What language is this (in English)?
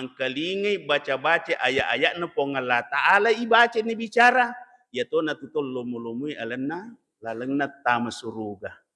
Buginese